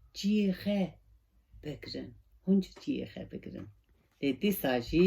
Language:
Kurdish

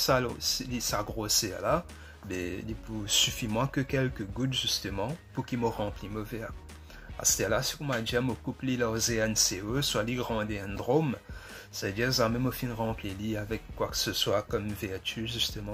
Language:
Morisyen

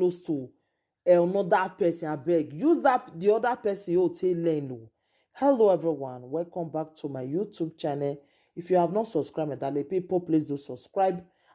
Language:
Nigerian Pidgin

